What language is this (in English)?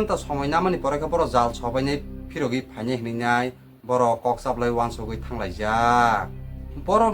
Kok Borok